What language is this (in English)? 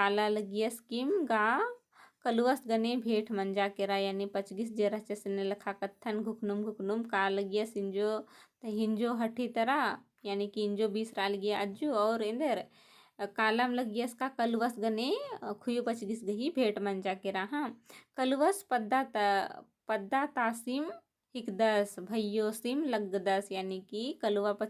Kurukh